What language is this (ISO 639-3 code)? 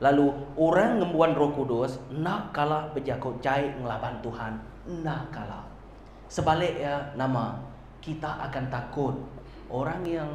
iba